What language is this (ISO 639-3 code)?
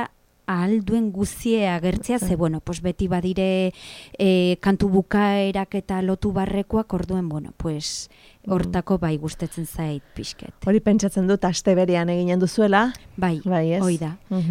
eus